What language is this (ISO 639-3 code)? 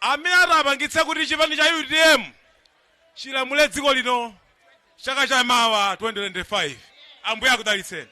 nya